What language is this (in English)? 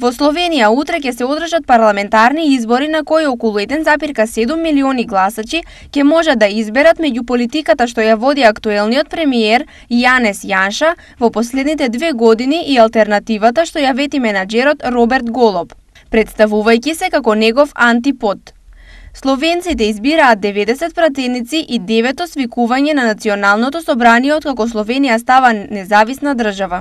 Macedonian